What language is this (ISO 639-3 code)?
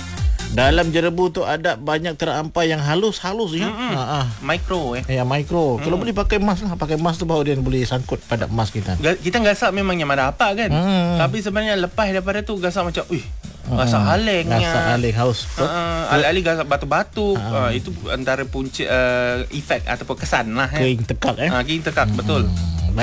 msa